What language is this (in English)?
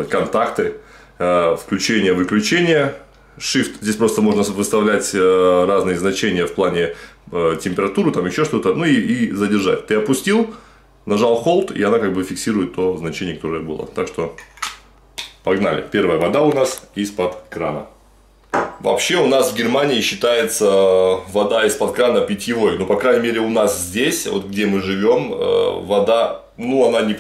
Russian